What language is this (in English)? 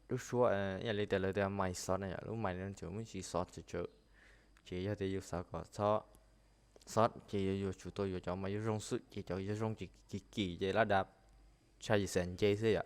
Hmong